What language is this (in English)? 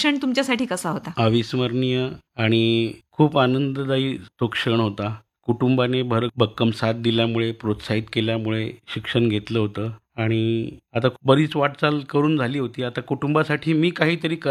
Marathi